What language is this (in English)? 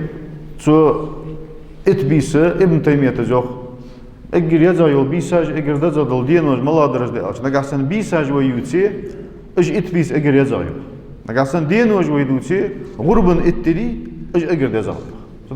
Ingush